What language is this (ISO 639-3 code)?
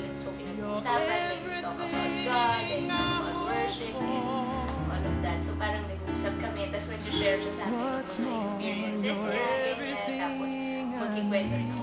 fil